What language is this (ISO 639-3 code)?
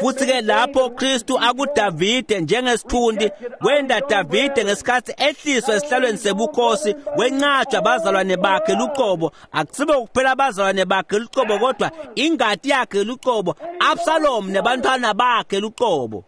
ssw